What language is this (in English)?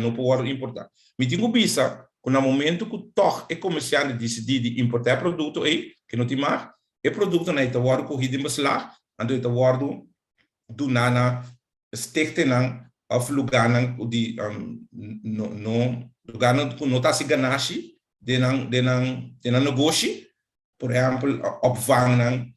Papiamento